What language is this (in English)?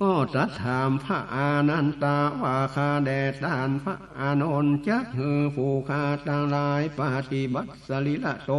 Northern Thai